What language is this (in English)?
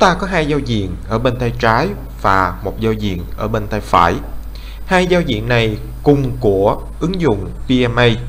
Vietnamese